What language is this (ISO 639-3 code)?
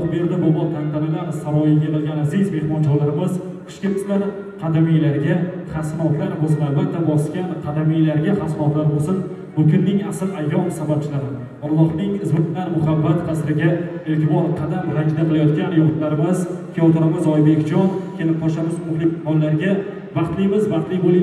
uzb